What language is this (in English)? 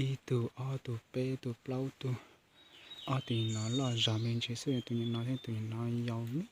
Hmong